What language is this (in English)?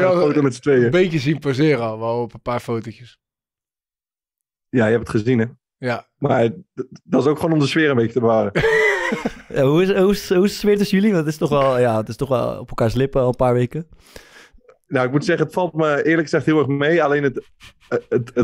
Dutch